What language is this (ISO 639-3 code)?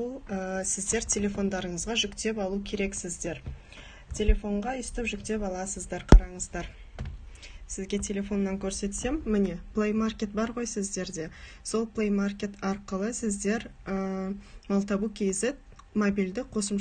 kaz